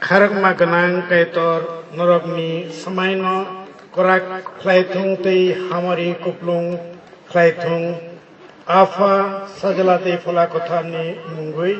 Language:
Kok Borok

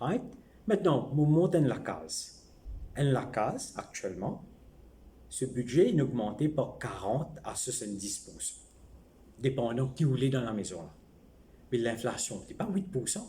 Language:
Morisyen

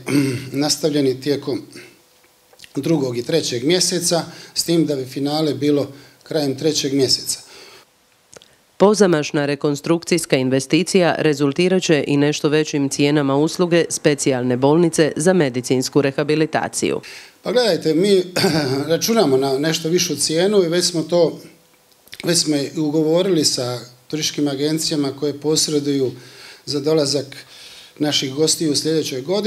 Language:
Croatian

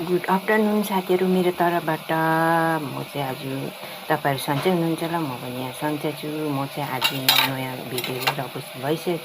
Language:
Nepali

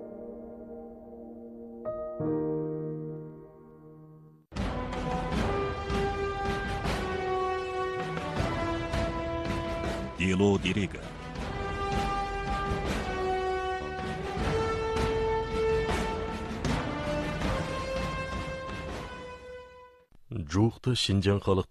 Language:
Kazakh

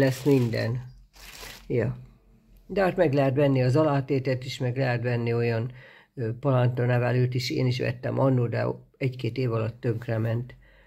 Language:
Hungarian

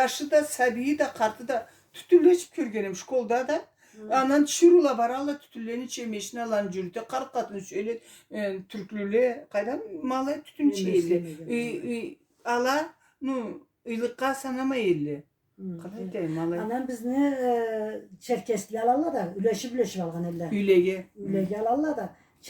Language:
Karachay-Balkar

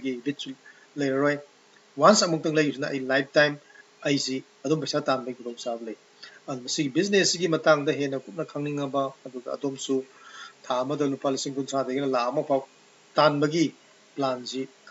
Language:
Manipuri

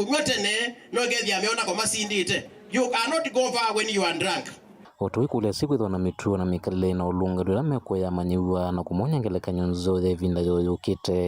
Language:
Kamba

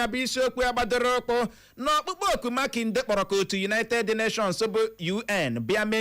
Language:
Igbo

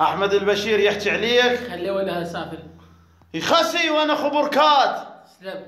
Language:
Mesopotamian Arabic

